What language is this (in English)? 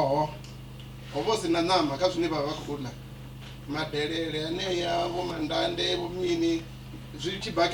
Venda